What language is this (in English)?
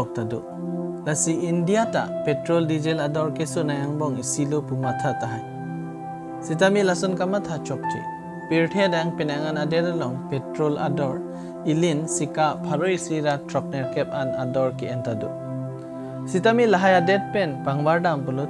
Karbi